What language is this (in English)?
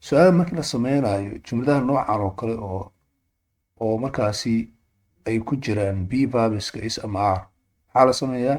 Somali